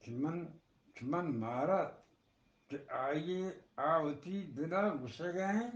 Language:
Eastern Balochi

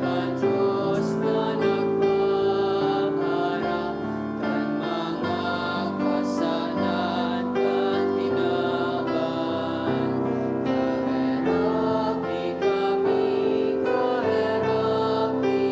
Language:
Bikol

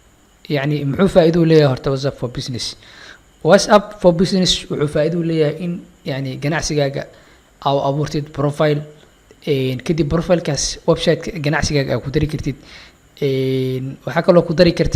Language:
Somali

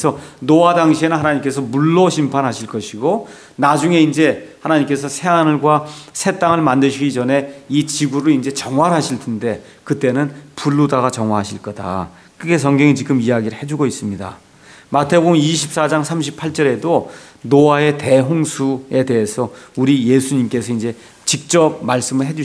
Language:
Korean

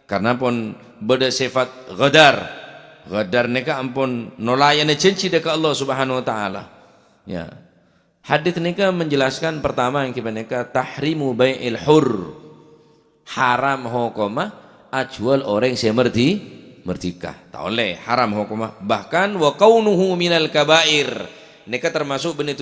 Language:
Madurese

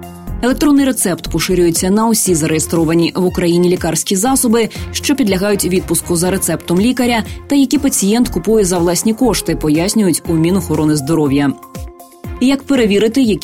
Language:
Ukrainian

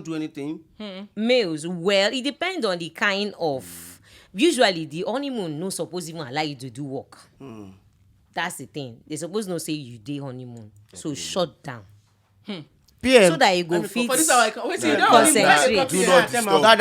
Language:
Nigerian Pidgin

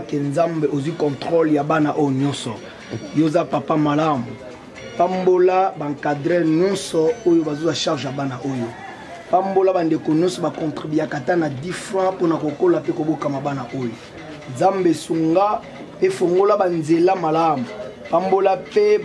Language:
Lingala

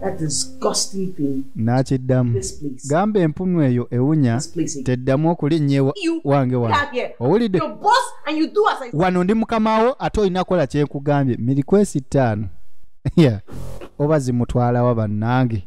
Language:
Ganda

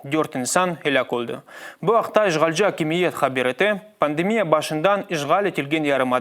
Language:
Crimean Tatar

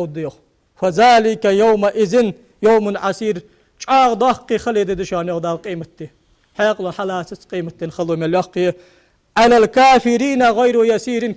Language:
Ingush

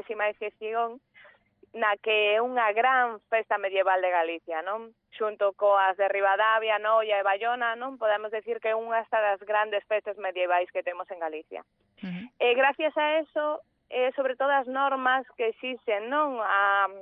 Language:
Galician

